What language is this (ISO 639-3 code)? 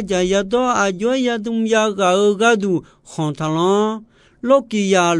ahk